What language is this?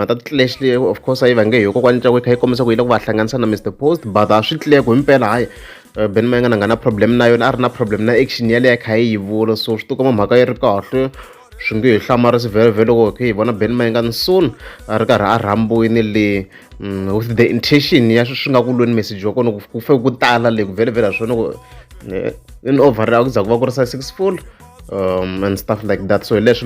Tsonga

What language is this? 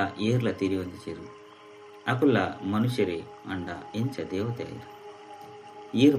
Tulu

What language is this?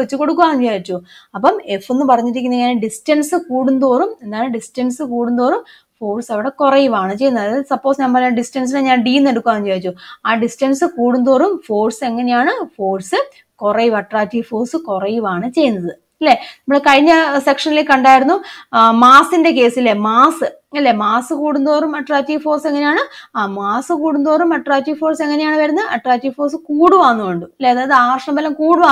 Malayalam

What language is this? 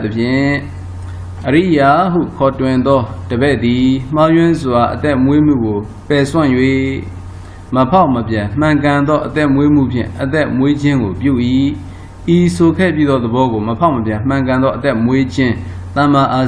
Burmese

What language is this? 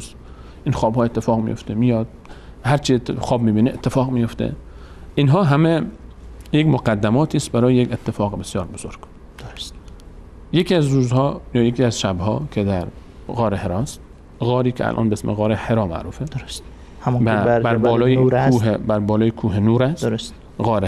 Persian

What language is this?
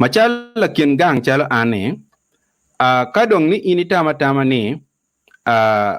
Acoli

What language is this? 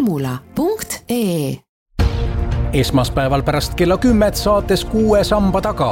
Estonian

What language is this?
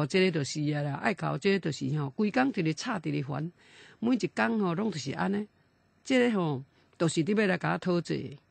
Min Nan Chinese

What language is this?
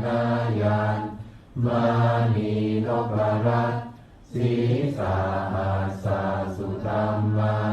Pali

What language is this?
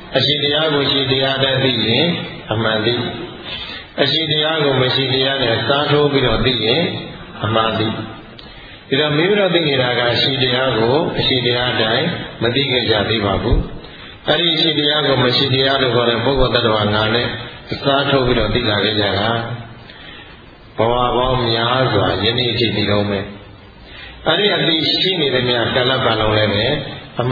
Burmese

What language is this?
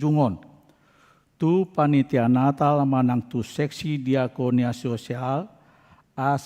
Batak Toba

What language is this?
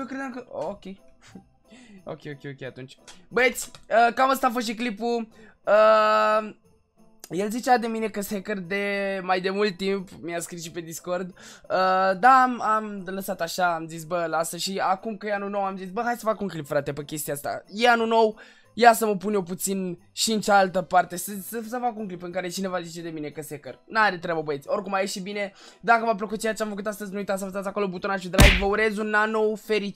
Romanian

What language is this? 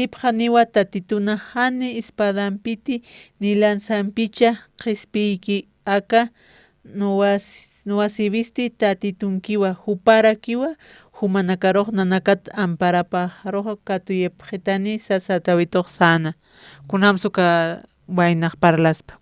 Aymara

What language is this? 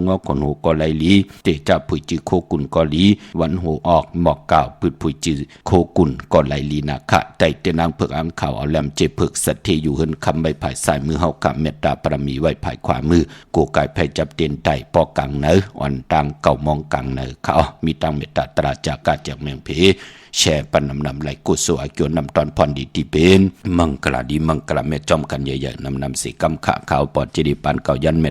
Shan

